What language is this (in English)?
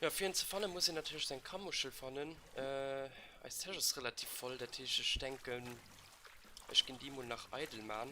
Luxembourgish